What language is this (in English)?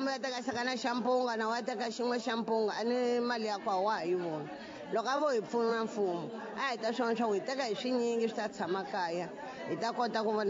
Tsonga